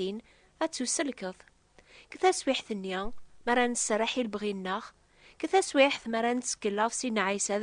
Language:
Kabyle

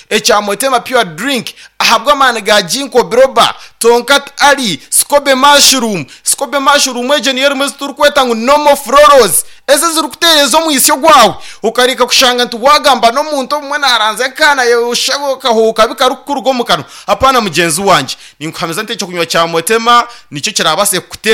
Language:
Nyankole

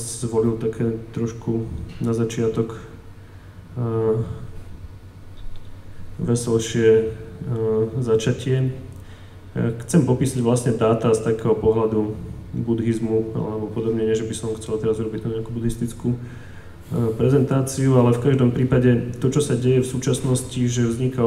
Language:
Slovak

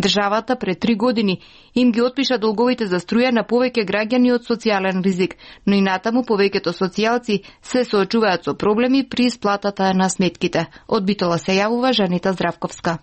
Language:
Macedonian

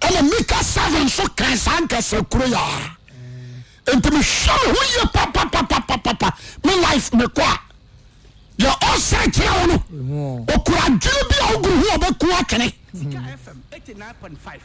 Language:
Akan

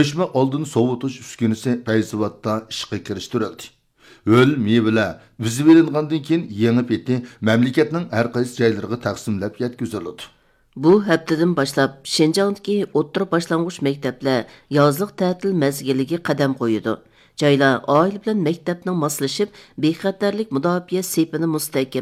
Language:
Uyghur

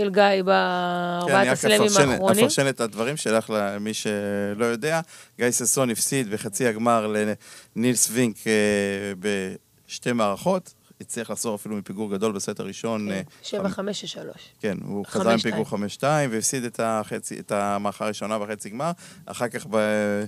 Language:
Hebrew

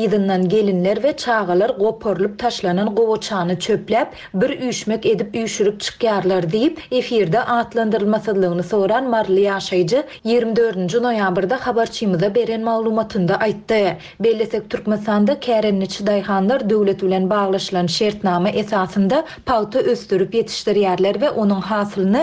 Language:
Turkmen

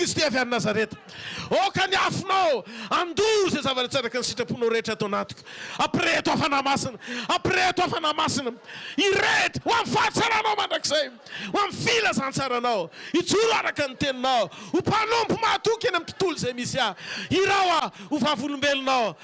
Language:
Malagasy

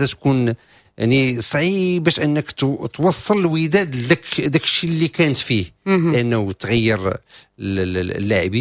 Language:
Moroccan Arabic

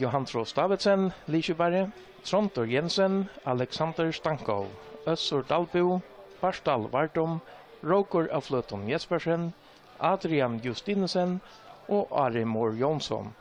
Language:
Faroese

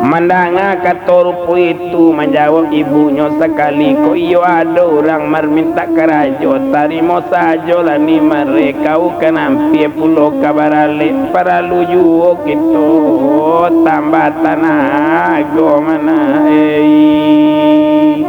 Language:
Minangkabau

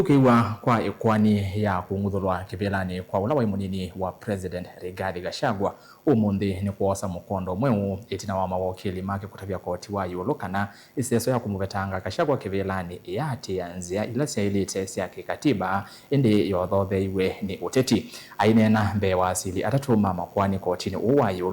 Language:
Kamba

